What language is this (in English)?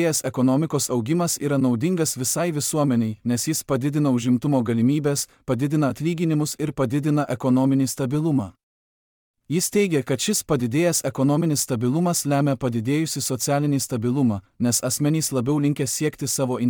Lithuanian